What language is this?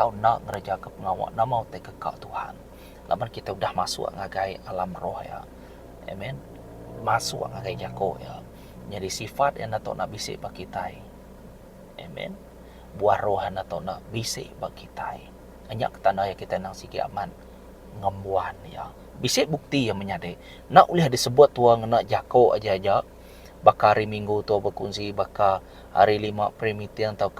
Iban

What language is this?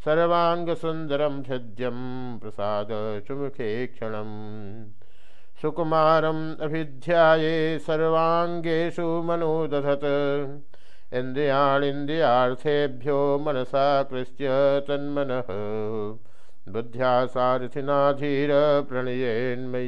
Sanskrit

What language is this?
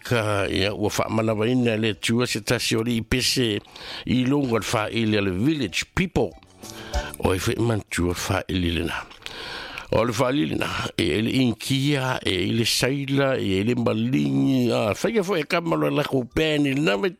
Samoan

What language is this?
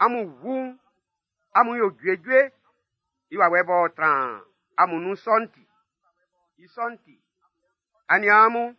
Baoulé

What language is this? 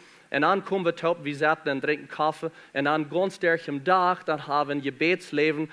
Plautdietsch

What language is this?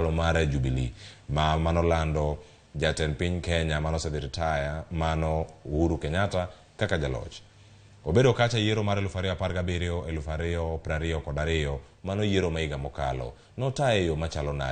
Luo (Kenya and Tanzania)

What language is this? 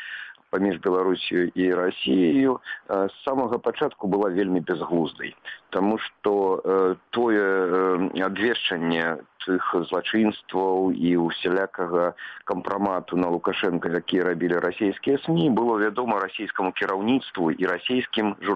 Belarusian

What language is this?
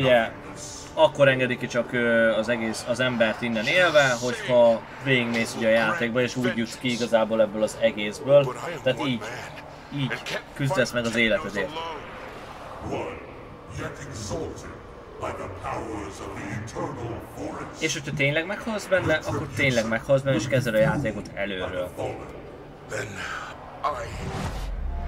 Hungarian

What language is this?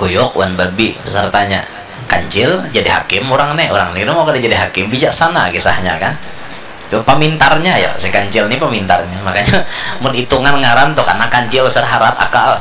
Banjar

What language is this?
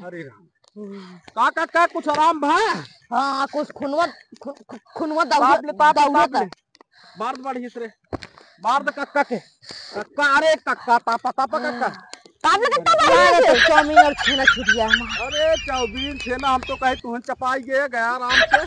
Awadhi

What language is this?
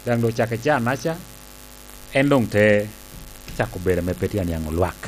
Lango (Uganda)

